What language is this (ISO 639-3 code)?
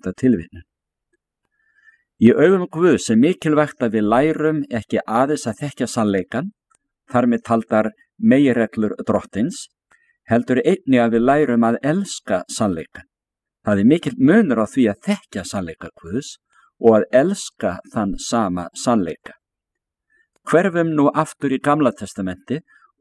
isl